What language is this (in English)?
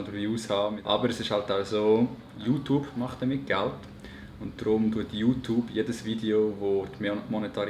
Swiss German